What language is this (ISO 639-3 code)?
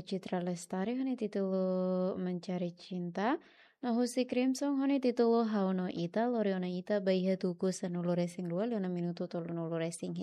tet